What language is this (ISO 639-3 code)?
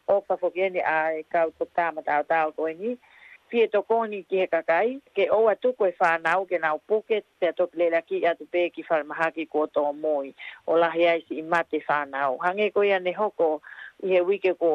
ton